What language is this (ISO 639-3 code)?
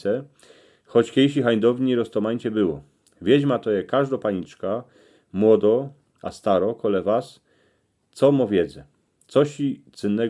szl